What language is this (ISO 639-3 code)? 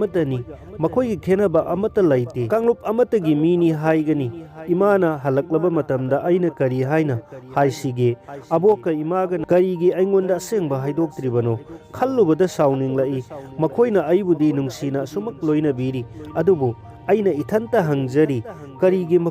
mni